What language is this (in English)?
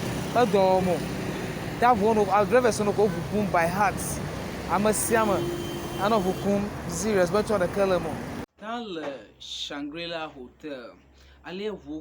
Ewe